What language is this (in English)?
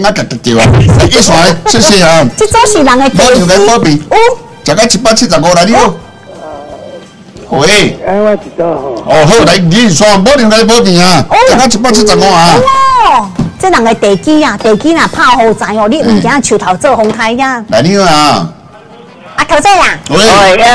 Min Nan Chinese